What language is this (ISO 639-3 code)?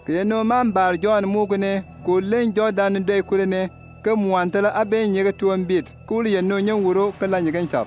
bim